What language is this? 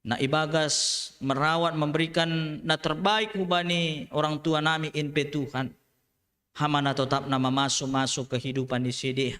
Batak Simalungun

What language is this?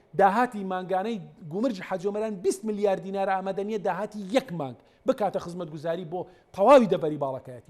Central Kurdish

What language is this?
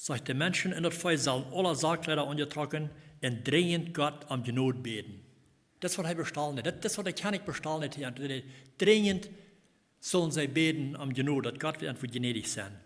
Plautdietsch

